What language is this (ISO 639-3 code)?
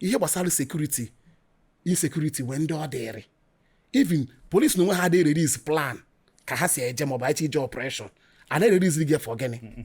ibo